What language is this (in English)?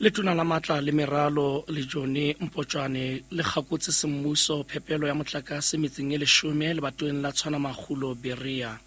Southern Sotho